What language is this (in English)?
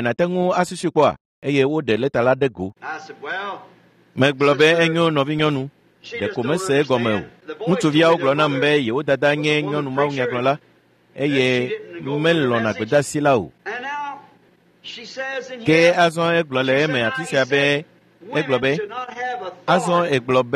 Ewe